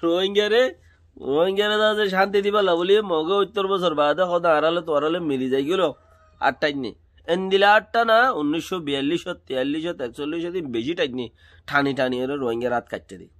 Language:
Rohingya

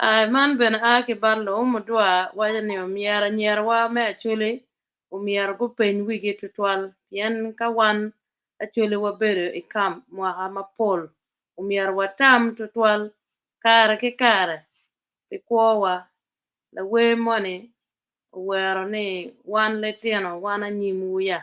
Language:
Acoli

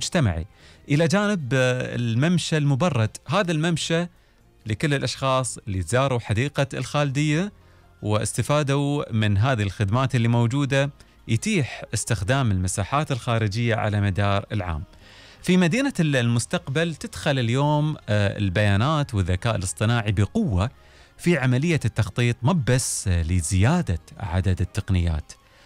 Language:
Gulf Arabic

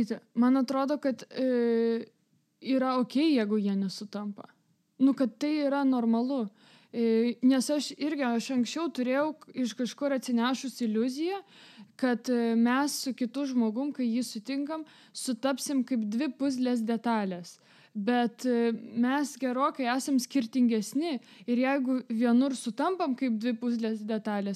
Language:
Lithuanian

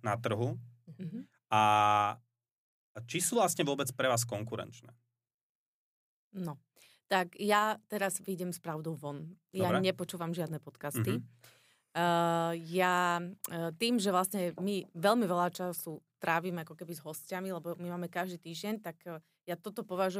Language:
Slovak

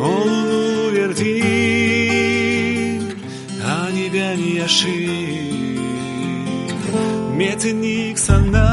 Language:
Gagauz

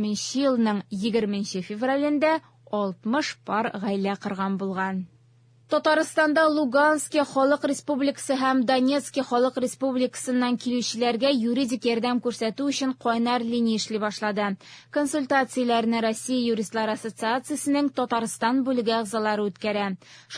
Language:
Tatar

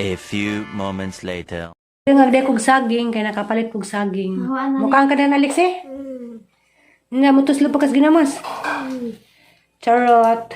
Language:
Cebuano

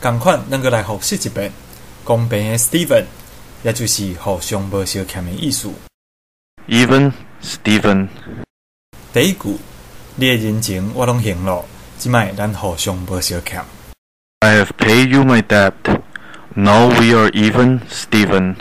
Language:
Min Nan Chinese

